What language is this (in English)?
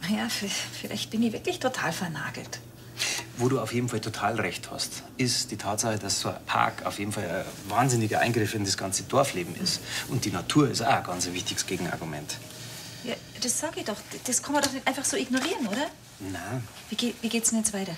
Bavarian